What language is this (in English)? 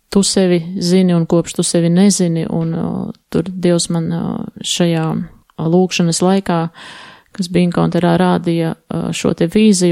Latvian